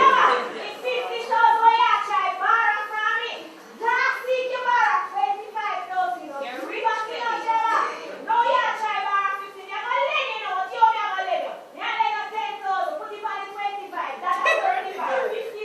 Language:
Jamaican Creole English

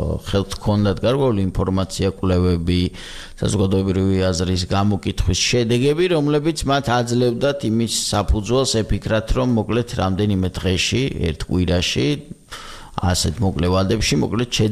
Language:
Georgian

